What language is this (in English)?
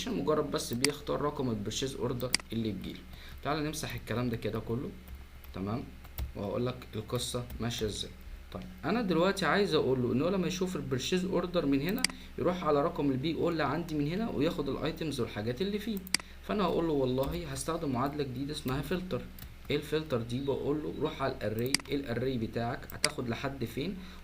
Egyptian Arabic